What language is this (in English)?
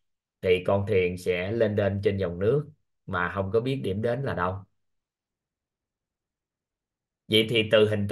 Vietnamese